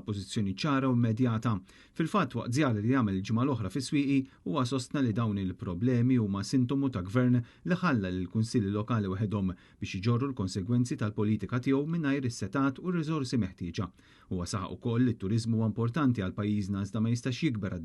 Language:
Maltese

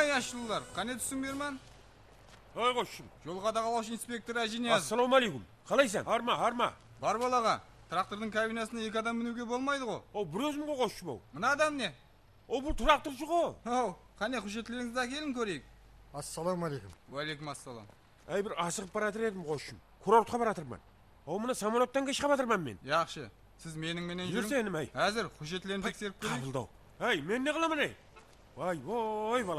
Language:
Kara-Kalpak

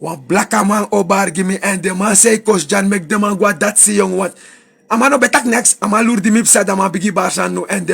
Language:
Sranan Tongo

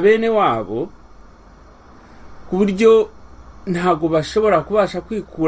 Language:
Kinyarwanda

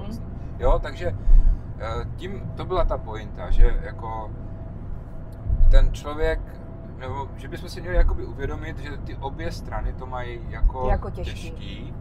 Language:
Czech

